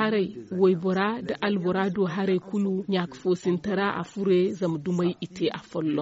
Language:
Zarma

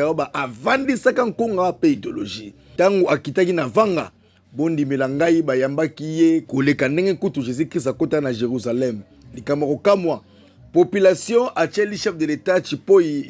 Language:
Lingala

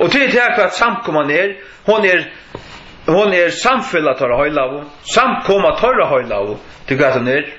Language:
Faroese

